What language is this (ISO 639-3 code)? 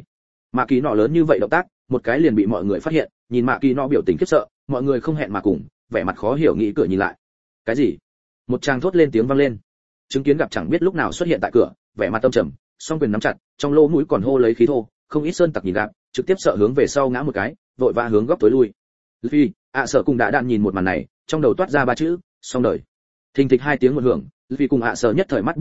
vie